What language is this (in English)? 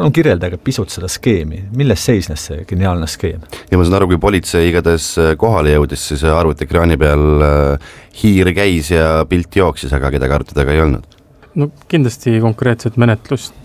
Estonian